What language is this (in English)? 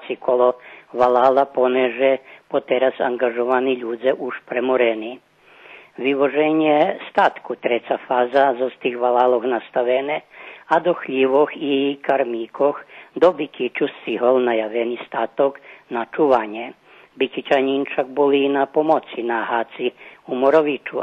Rusyn